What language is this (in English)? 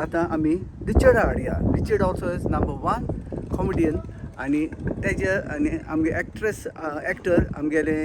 Konkani